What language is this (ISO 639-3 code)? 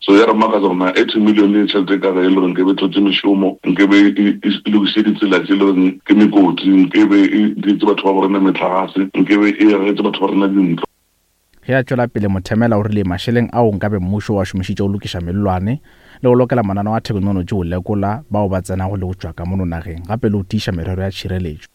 nso